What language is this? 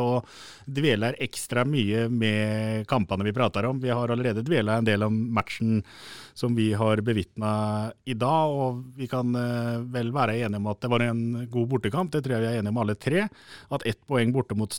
Norwegian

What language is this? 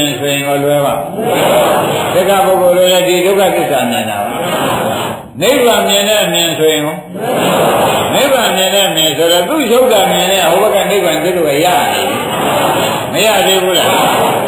Burmese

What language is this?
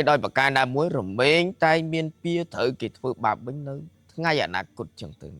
Khmer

